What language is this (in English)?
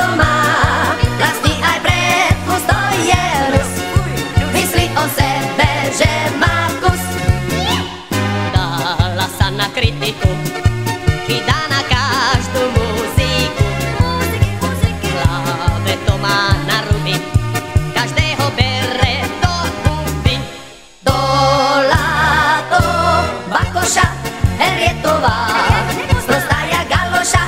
Slovak